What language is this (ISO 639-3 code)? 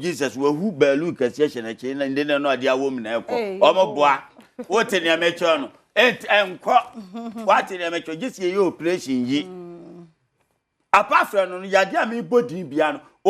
aka